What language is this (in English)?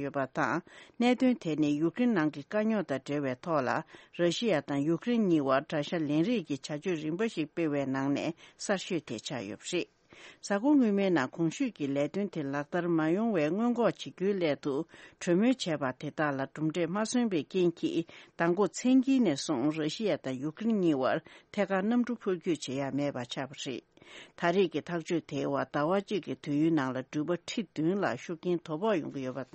Tibetan